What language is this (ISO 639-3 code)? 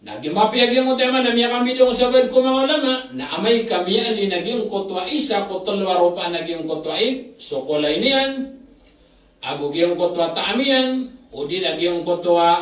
mrw